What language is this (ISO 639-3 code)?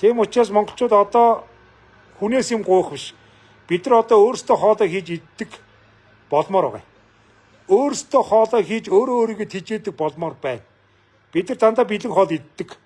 mon